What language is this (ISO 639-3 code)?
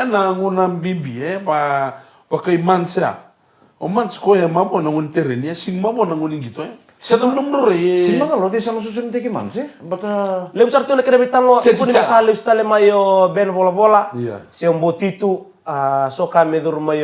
fij